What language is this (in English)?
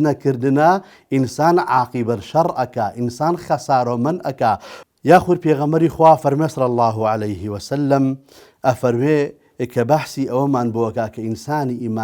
Central Kurdish